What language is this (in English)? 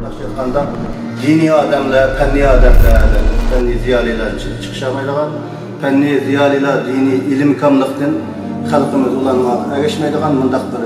Uyghur